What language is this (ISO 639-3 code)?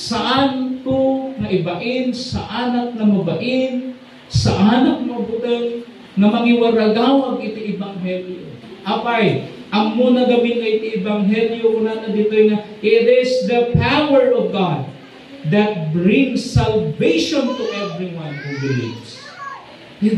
ilo